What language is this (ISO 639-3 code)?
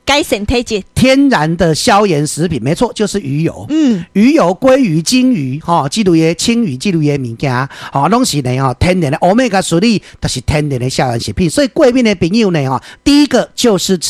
nan